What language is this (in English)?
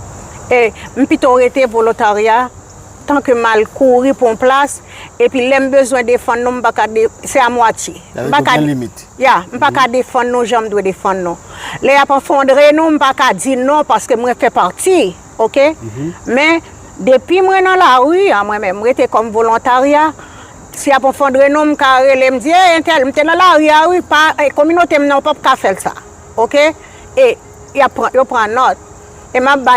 Haitian Creole